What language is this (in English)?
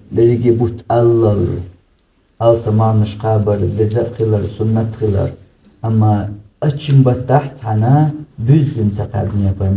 Chechen